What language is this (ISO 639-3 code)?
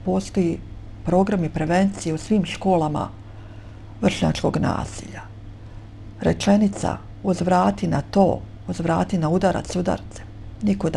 bos